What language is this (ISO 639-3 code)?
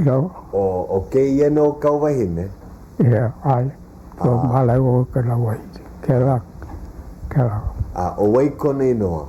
haw